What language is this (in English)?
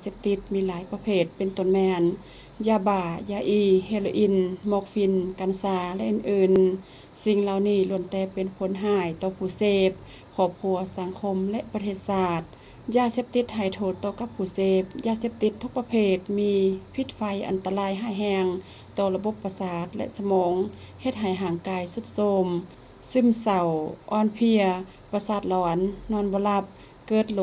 Lao